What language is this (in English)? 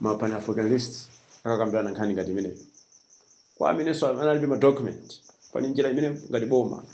Nyanja